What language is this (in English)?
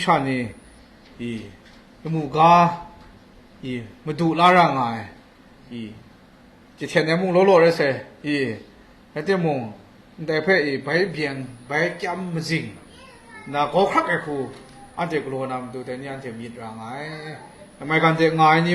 Kachin